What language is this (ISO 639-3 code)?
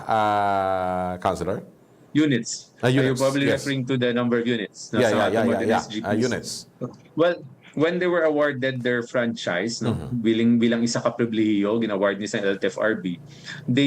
hil